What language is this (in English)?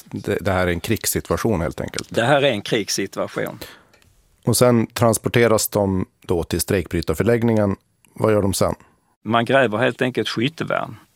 Swedish